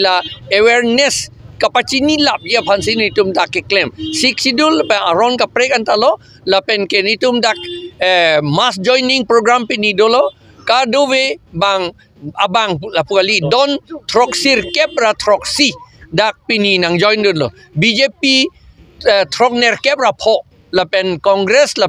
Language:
Karbi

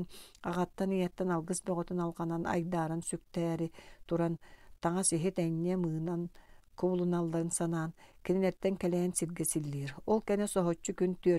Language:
Yakut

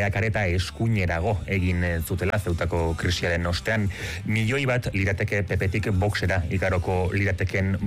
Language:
Basque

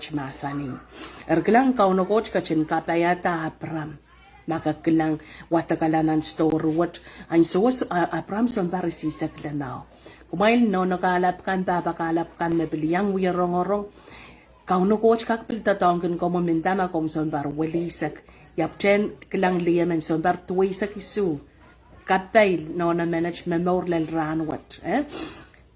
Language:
Pohnpeian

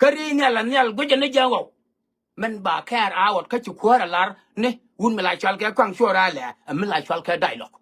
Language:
Nuer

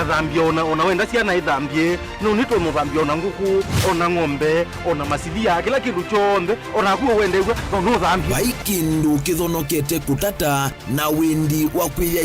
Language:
Kamba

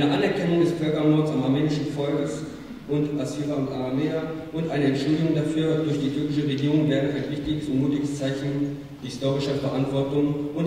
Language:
German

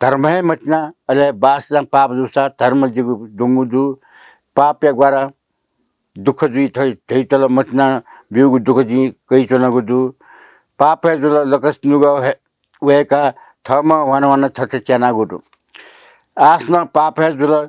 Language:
Newari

